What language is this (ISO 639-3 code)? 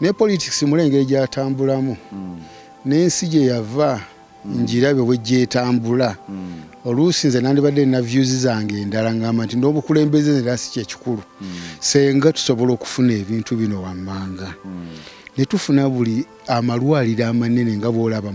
lug